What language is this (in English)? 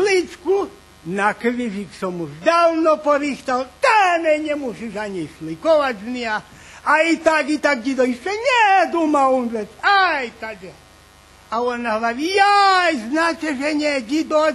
Rusyn